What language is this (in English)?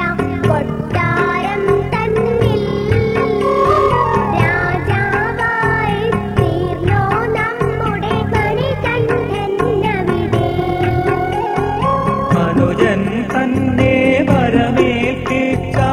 Malayalam